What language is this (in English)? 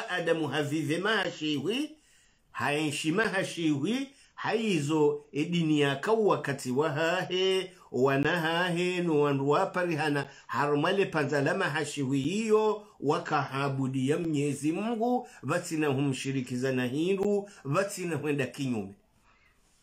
Swahili